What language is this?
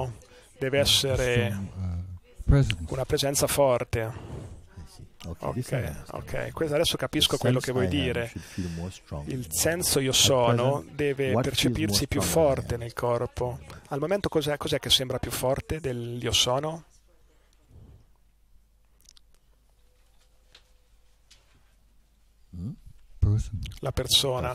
Italian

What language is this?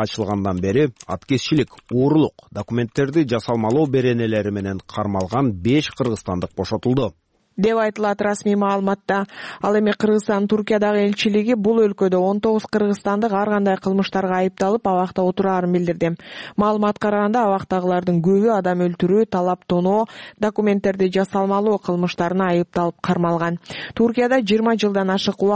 Kyrgyz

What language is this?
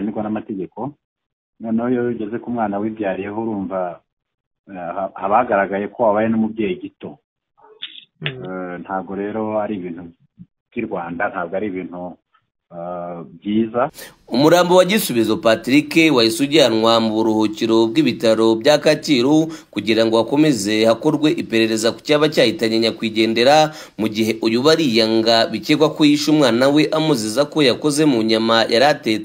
Kinyarwanda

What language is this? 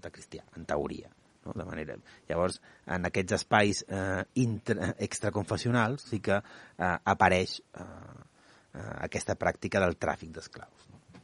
Catalan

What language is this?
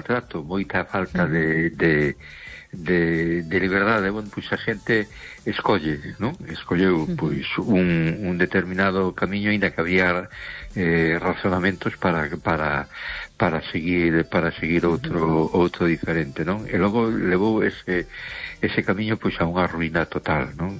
Galician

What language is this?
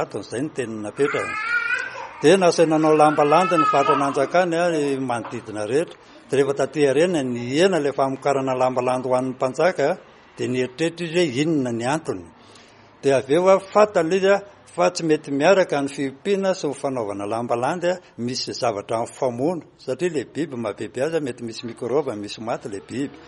Malagasy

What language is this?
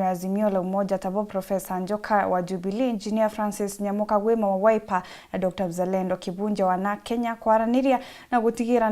Meru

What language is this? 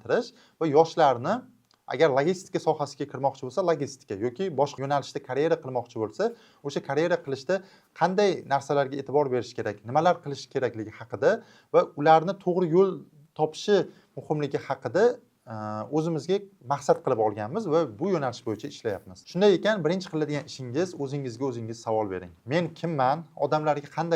Uzbek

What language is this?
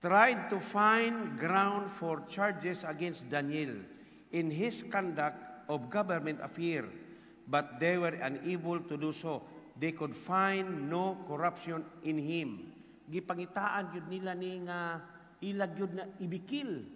Cebuano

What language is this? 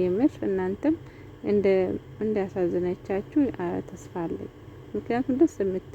Amharic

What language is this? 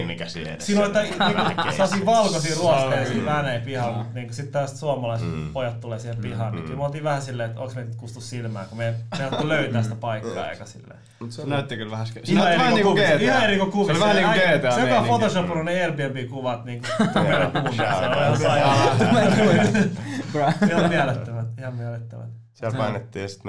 Finnish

